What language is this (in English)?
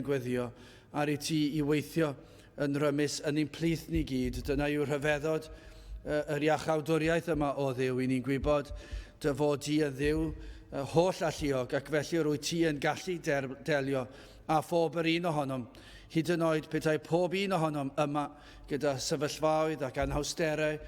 Welsh